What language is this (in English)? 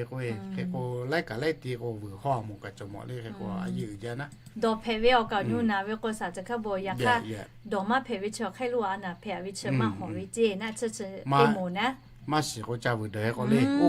Lahu